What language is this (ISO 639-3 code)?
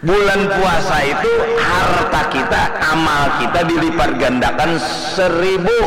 bjn